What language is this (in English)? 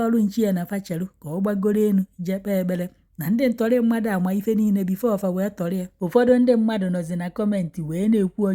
Igbo